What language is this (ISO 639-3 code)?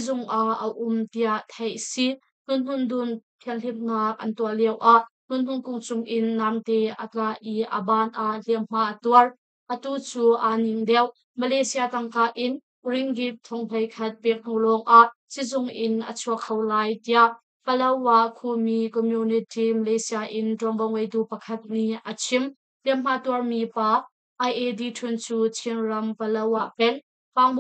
cnh